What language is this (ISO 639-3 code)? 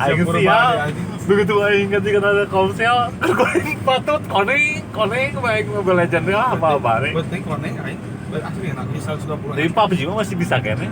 sun